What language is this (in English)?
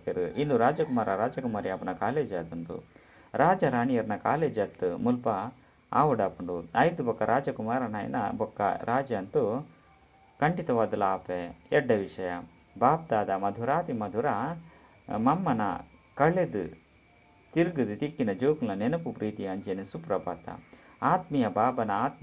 Tulu